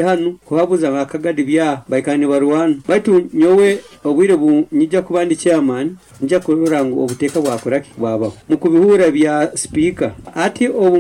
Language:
Nyoro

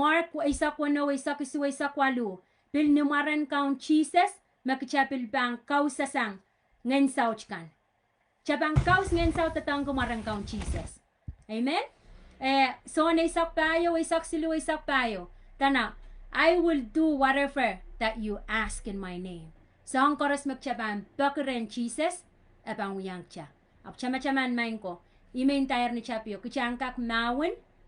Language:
Pohnpeian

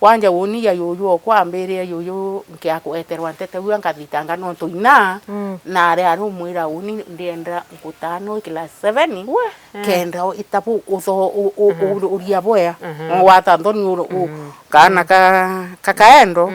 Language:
Meru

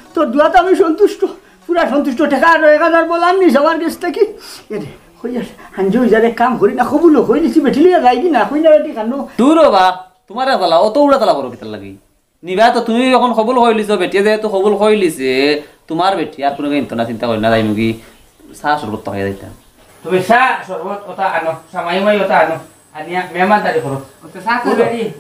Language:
Sylheti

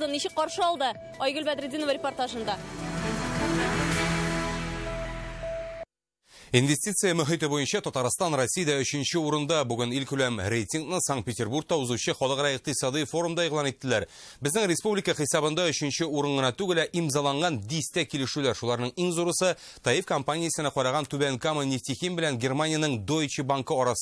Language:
Tatar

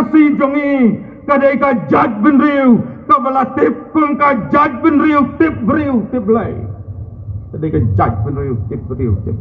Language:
Khasi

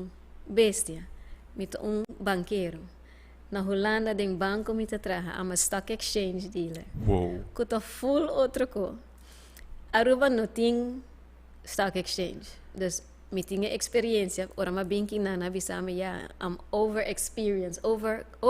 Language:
Papiamento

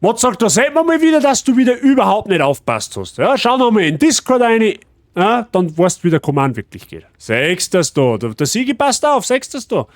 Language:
Bavarian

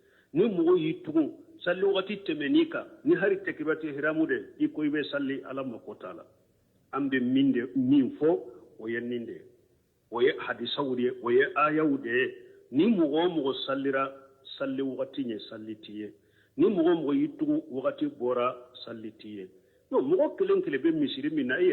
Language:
Bambara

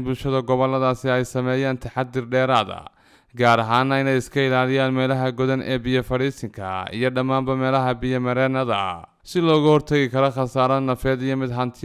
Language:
Somali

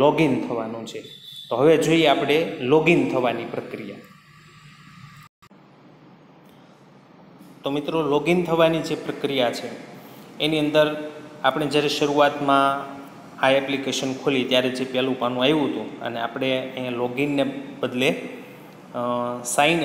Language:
Gujarati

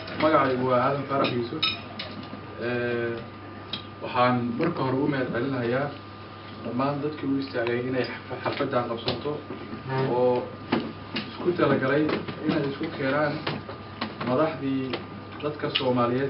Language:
Somali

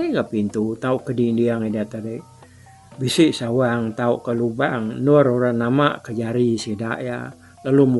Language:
Iban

